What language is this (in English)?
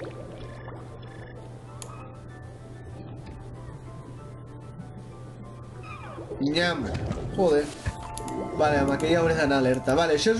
Catalan